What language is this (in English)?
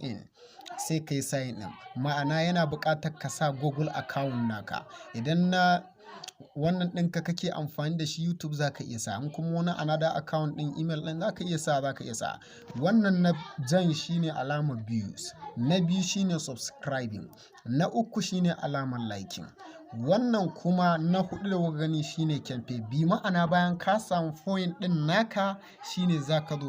Hausa